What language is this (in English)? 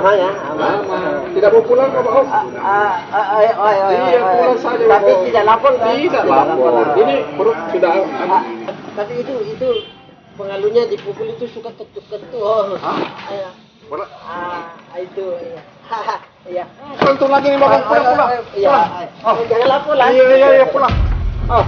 Makassar Malay